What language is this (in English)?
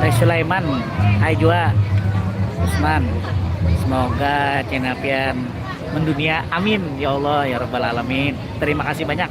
Banjar